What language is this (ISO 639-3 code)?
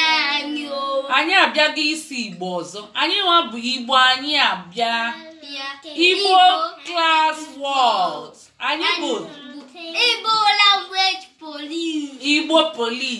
ibo